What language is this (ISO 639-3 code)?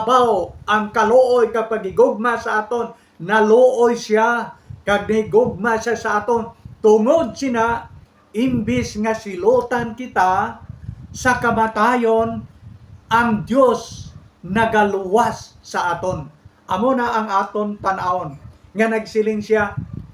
hil